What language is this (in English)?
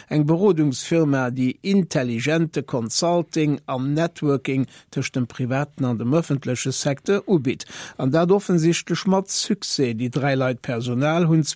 Luxembourgish